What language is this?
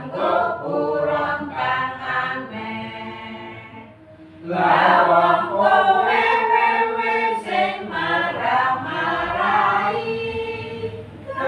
Javanese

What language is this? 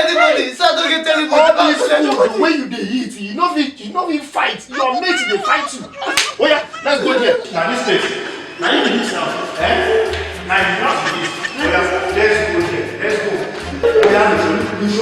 Nigerian Pidgin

